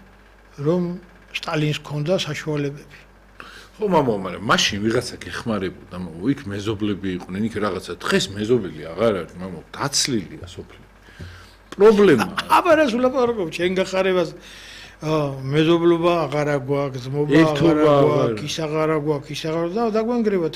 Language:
Georgian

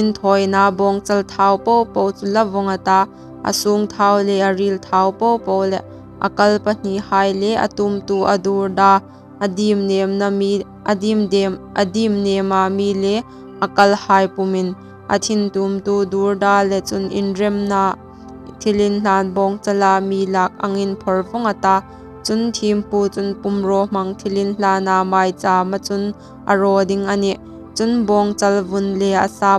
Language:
Hmar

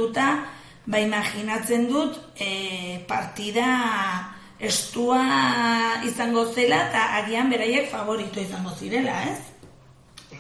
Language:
Basque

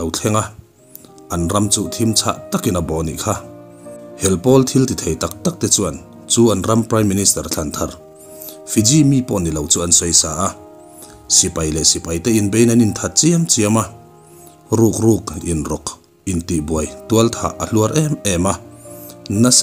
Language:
Mizo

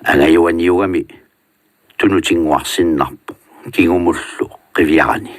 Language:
Kalaallisut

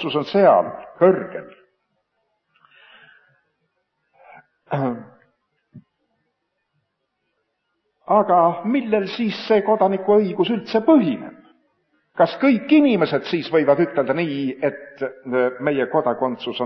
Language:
Estonian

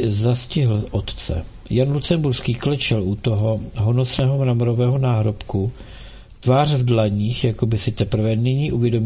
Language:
Czech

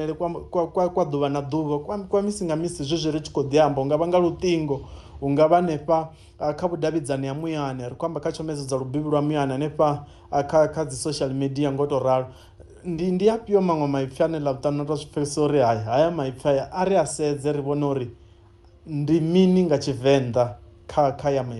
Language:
Venda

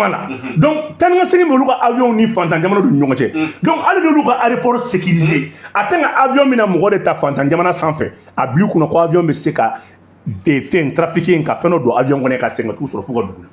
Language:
Bambara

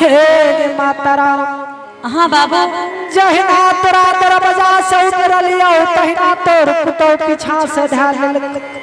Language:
Angika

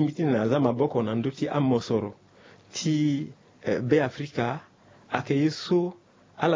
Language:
Sango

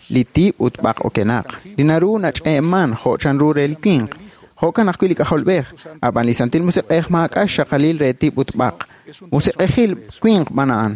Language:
Kekchí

